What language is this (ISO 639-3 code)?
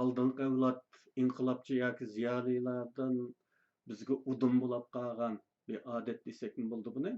uig